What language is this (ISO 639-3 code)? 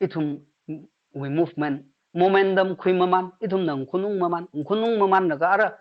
nmf